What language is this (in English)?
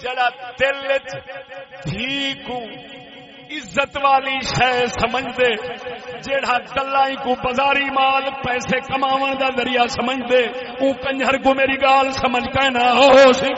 Saraiki